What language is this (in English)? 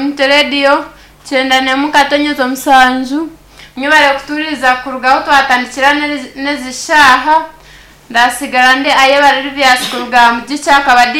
Nyankole